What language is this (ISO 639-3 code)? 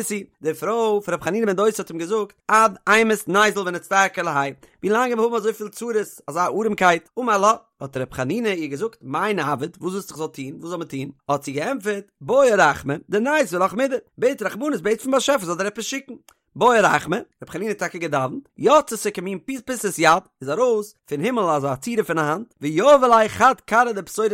yid